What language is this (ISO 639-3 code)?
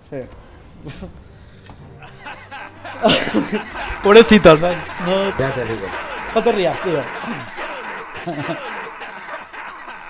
spa